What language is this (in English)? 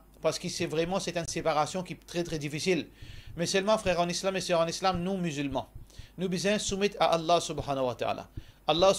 Morisyen